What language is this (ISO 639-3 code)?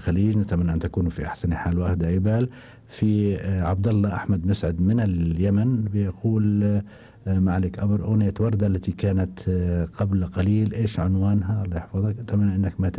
afb